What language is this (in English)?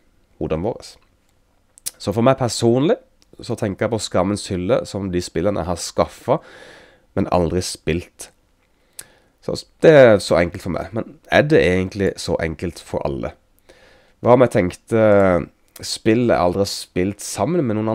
Norwegian